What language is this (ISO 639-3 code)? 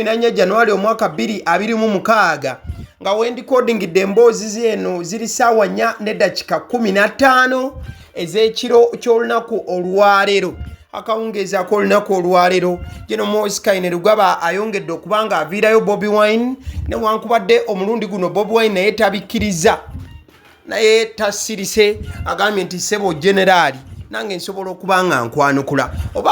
lug